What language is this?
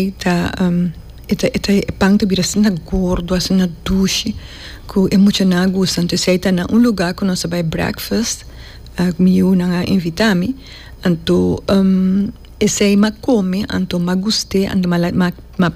Papiamento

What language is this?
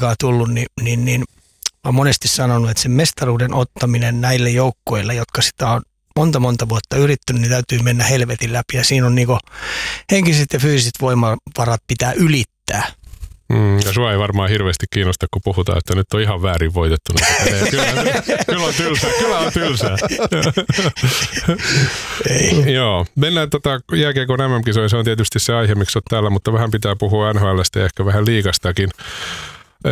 Finnish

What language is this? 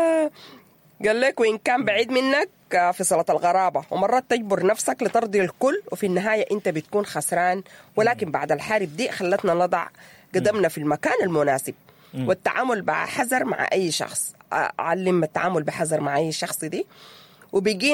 Sudanese Arabic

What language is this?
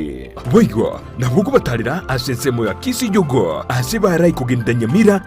Gusii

